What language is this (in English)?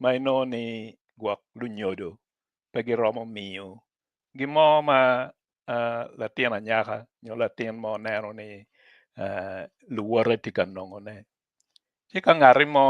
Acoli